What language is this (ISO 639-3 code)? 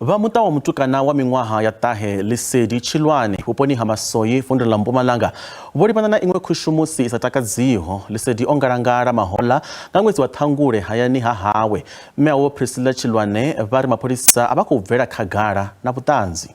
ven